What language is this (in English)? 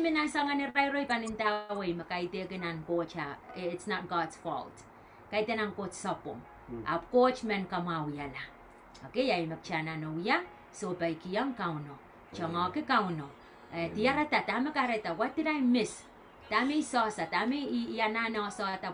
Pohnpeian